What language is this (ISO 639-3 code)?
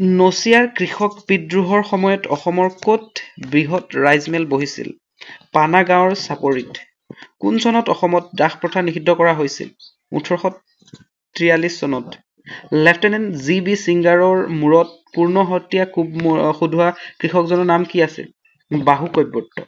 asm